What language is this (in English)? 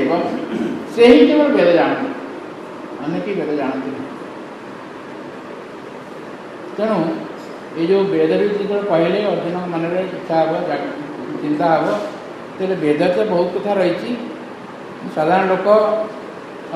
Odia